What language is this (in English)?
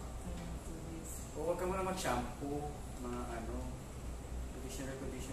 Filipino